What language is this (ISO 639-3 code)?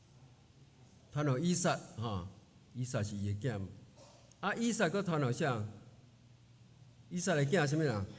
nan